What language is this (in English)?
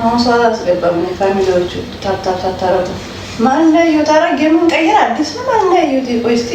Amharic